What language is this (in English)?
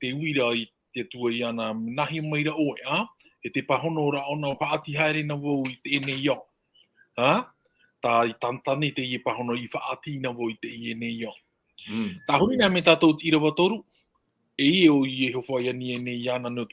Tahitian